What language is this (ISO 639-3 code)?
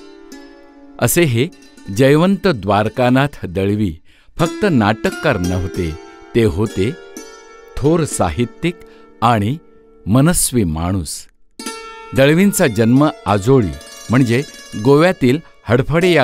mar